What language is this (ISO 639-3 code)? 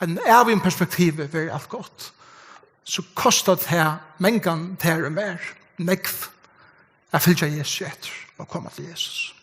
fao